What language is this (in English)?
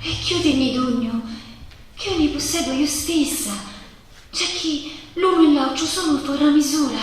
Sicilian